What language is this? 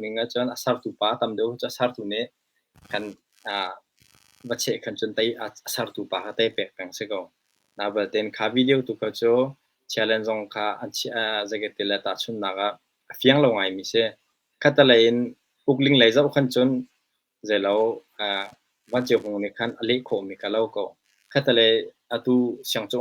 Hakha Chin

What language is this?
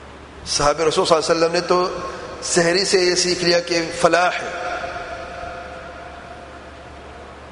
Urdu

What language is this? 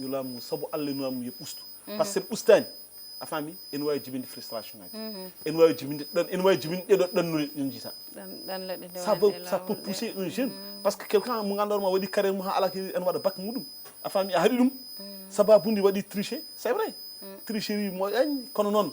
Fula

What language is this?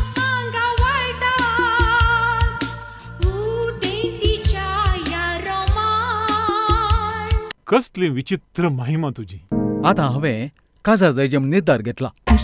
Konkani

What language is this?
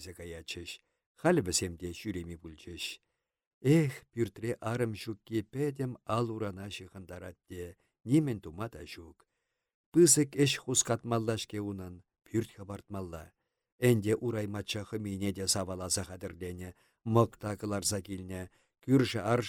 Chuvash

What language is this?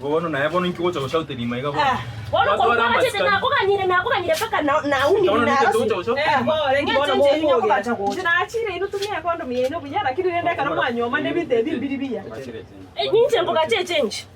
Gusii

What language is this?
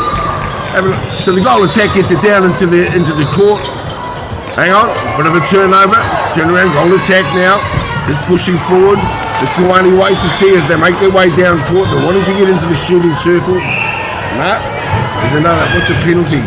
Māori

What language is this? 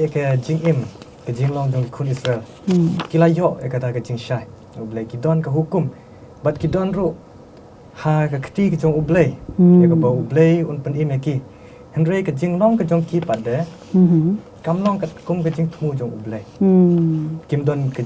Khasi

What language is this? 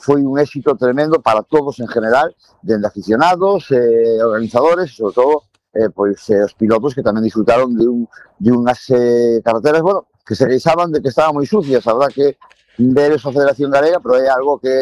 Galician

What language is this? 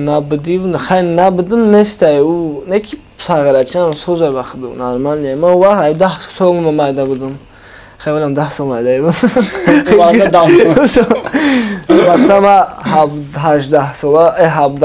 Tajik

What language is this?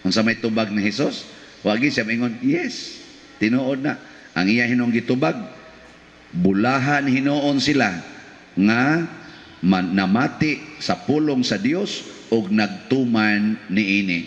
Cebuano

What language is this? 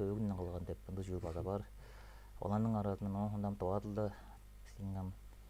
Tuvinian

